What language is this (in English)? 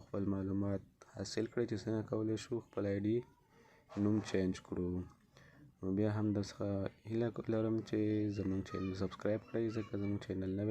Pashto